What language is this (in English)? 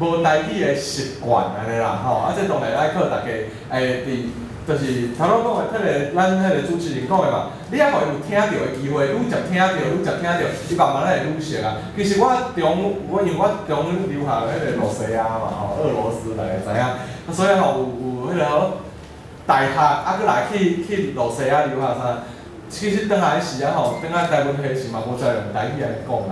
Min Nan Chinese